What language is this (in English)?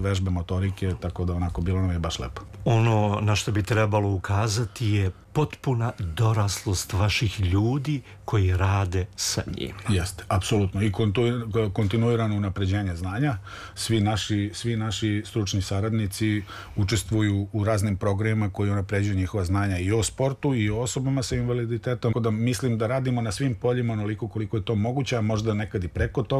Serbian